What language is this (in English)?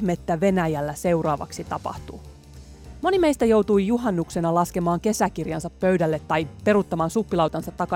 Finnish